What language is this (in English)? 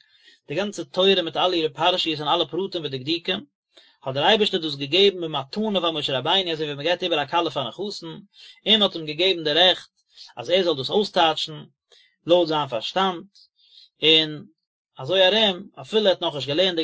Yiddish